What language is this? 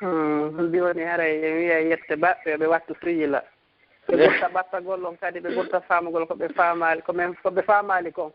Pular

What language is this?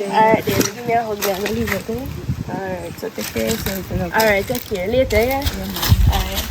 Jamaican Creole English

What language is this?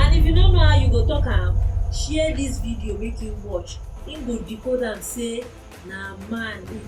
Nigerian Pidgin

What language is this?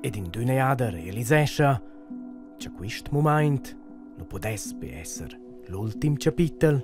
Romansh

